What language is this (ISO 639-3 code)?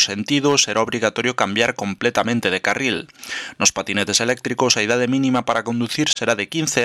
glg